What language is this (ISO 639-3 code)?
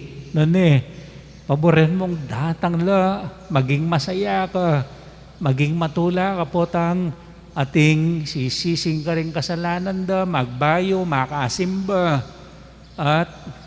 pam